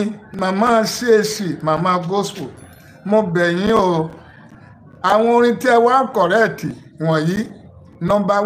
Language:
Yoruba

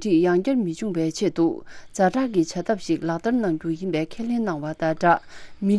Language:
Tibetan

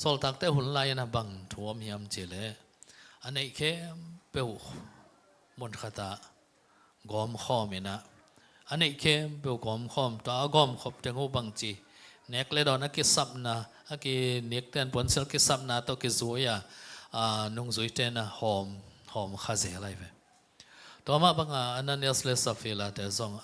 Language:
Tedim Chin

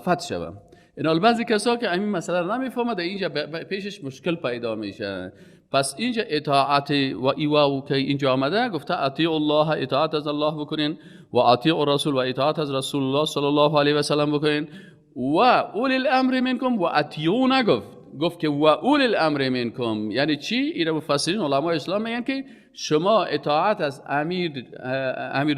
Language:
Persian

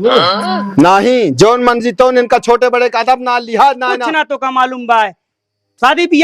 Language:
Awadhi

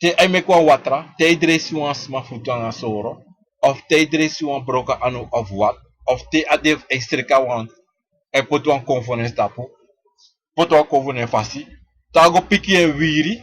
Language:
Sranan Tongo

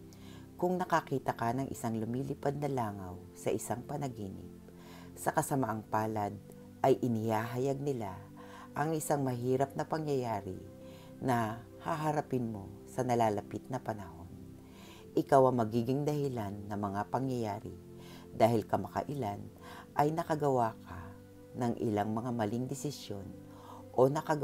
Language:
Filipino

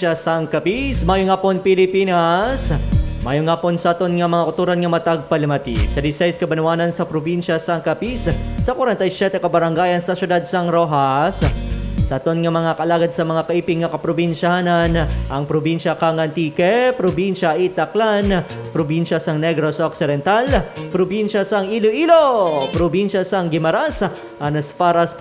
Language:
Hiligaynon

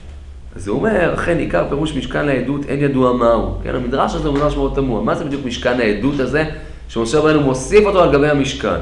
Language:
Hebrew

